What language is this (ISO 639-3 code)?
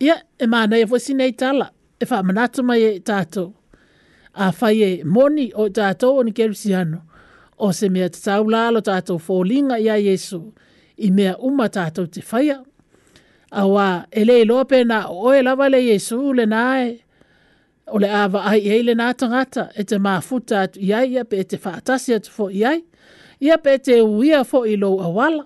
smo